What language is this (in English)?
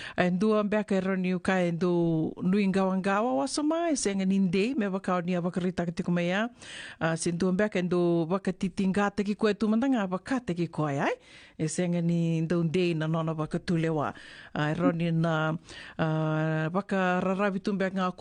Fijian